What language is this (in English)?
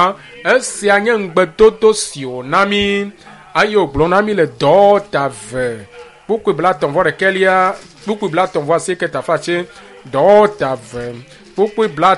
Ewe